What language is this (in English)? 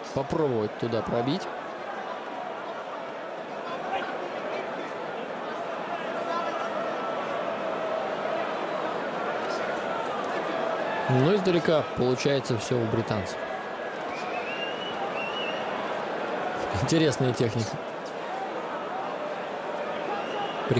Russian